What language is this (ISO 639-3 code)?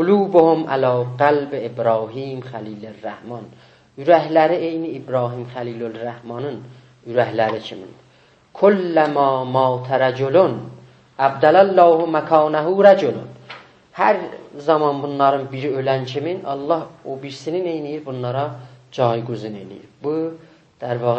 azb